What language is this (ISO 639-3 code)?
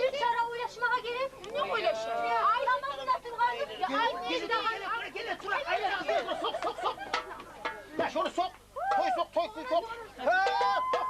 kum